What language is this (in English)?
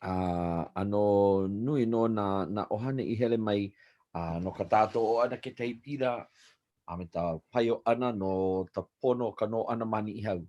Hawaiian